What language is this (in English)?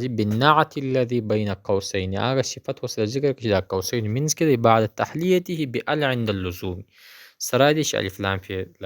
Pashto